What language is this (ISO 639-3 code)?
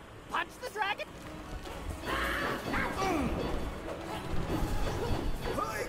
eng